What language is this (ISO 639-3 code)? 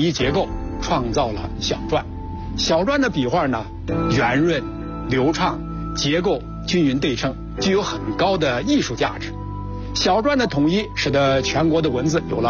zho